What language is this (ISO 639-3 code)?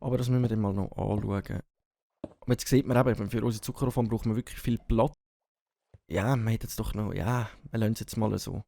gsw